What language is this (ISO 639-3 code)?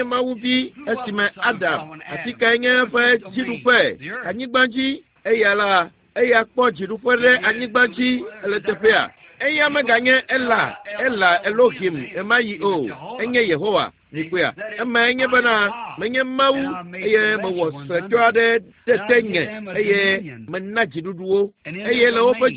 ewe